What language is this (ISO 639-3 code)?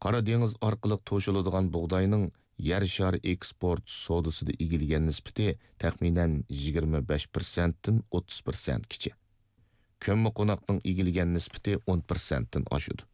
uig